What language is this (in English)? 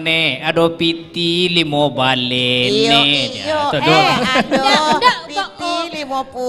Minangkabau